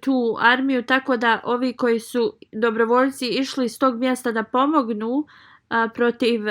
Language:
Bosnian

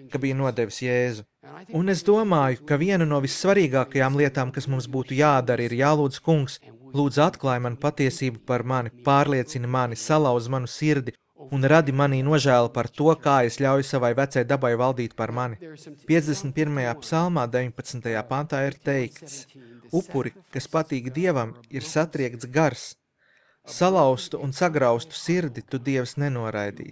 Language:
Latvian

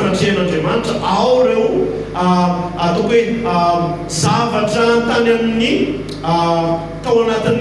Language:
Malagasy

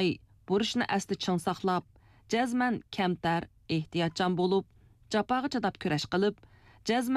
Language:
Uyghur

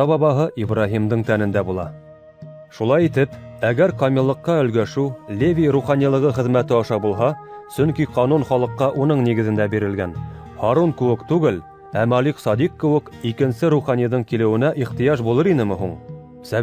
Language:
Bashkir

